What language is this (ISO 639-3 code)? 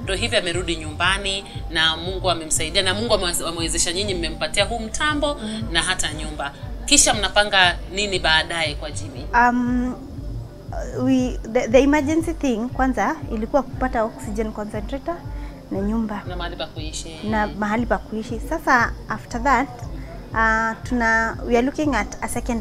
swa